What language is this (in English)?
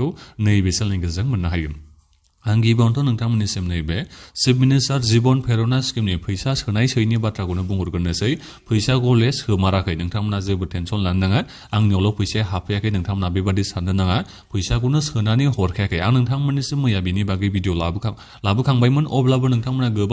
Bodo